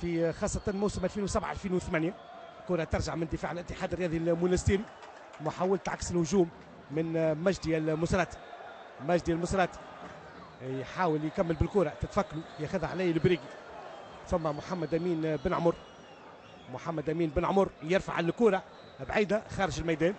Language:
Tunisian Arabic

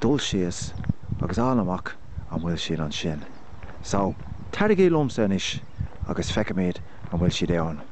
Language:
Irish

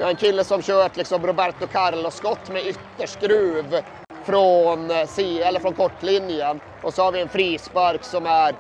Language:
Swedish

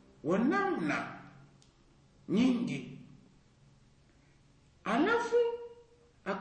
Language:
Swahili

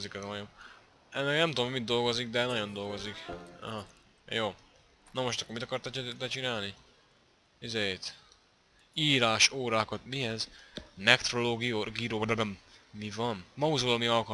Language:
Hungarian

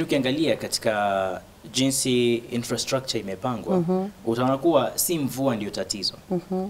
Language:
Swahili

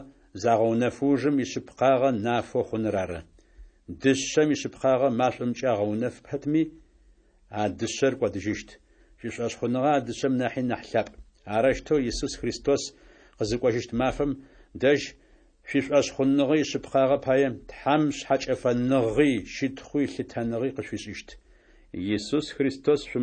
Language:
Adyghe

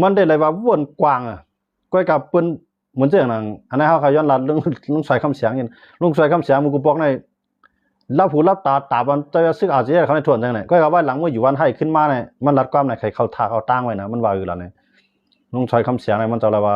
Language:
Shan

